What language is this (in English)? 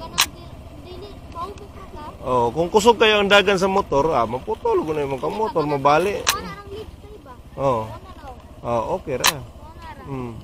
Cebuano